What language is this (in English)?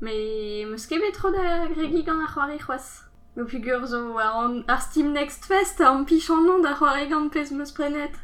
Breton